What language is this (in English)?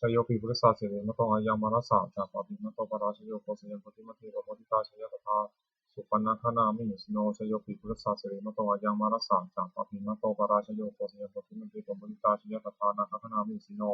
Pali